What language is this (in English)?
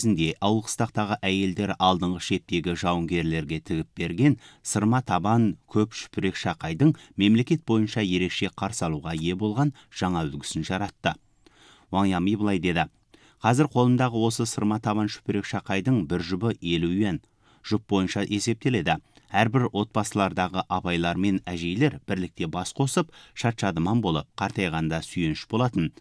Kazakh